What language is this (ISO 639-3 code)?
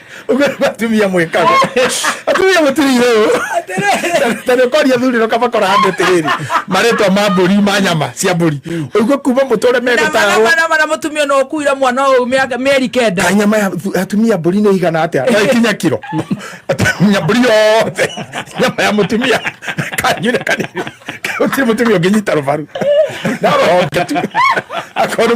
kik